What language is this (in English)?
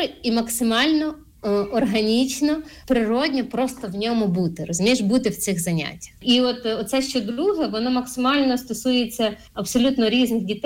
Ukrainian